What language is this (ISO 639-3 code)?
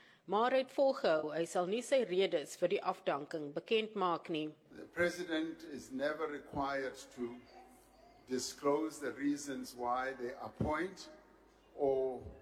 afr